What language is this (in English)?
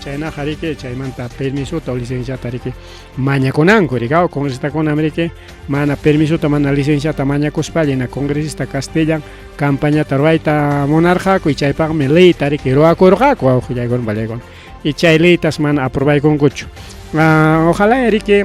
Ayacucho Quechua